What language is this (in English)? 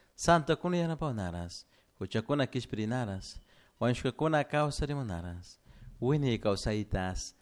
Chimborazo Highland Quichua